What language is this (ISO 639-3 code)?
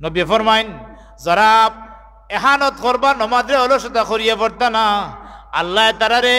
syl